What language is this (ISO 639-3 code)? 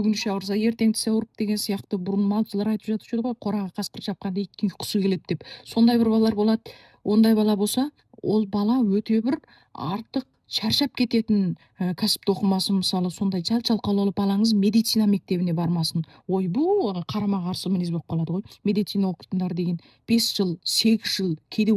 kaz